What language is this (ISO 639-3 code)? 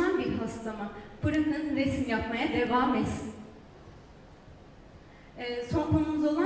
tur